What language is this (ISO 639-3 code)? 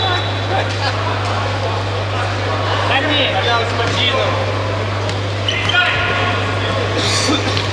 ukr